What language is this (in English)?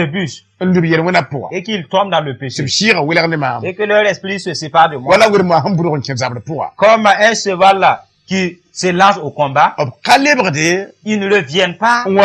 Mossi